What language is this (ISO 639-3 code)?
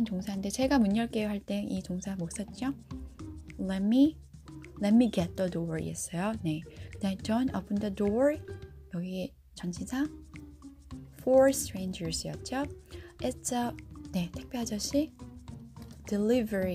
kor